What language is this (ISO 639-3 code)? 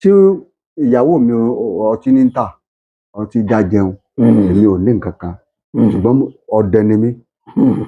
yor